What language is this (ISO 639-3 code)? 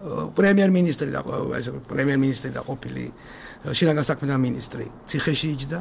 kat